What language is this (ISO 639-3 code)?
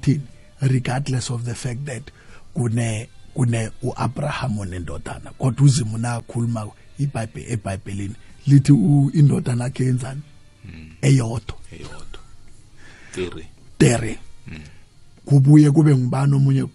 nbl